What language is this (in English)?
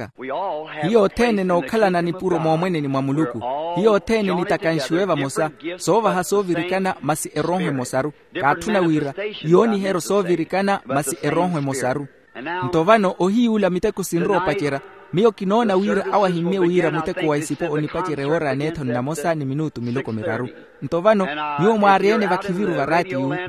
Makhuwa